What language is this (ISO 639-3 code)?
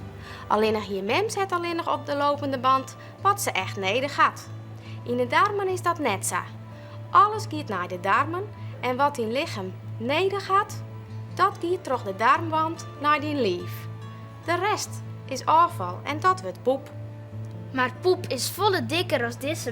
fry